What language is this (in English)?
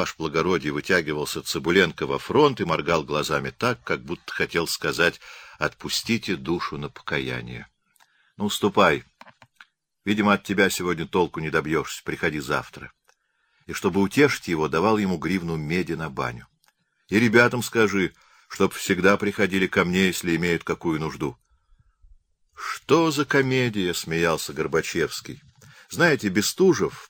Russian